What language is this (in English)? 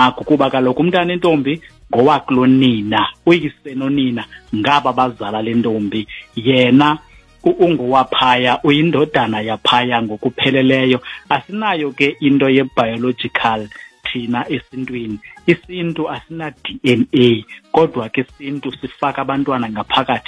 Xhosa